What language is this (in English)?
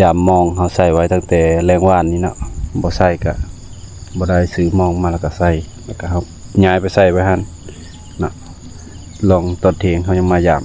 Lao